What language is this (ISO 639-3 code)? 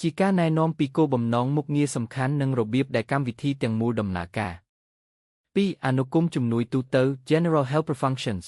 khm